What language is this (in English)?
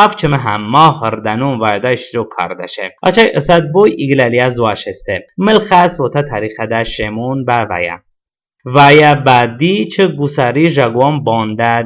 Talysh